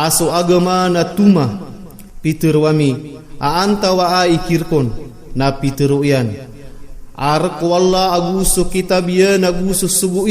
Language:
Maranao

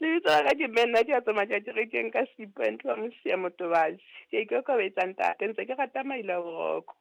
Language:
Southern Sotho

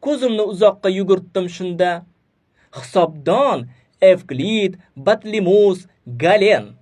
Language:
Uzbek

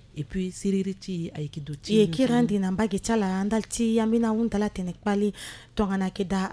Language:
Sango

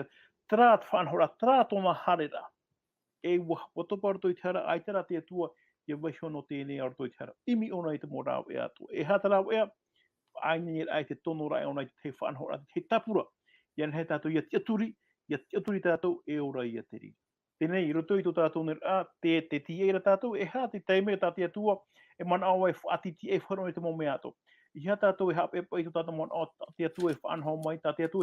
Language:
Tahitian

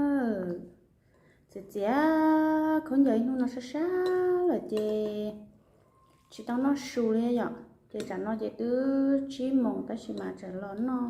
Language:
Hmong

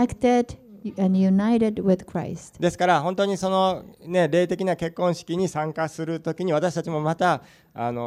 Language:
Japanese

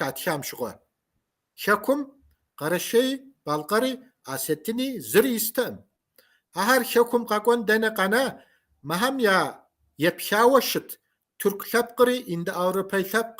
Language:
Kabardian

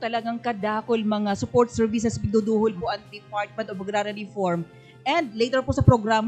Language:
Bikol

